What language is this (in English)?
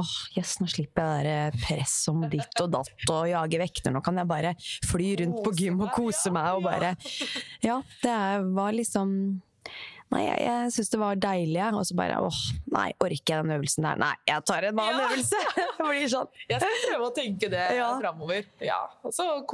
Norwegian